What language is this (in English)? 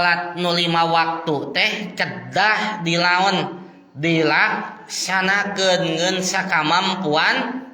Sundanese